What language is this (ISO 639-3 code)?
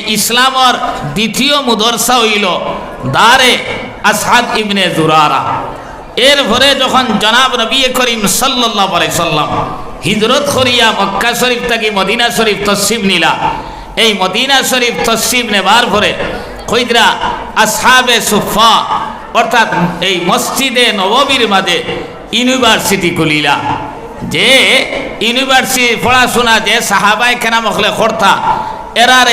syl